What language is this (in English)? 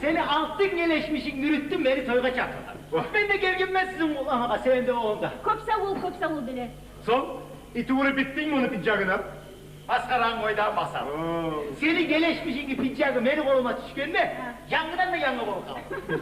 Kumyk